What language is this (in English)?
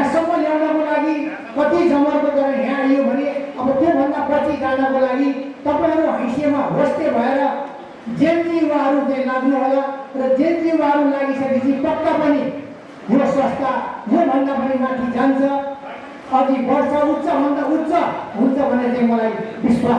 Nepali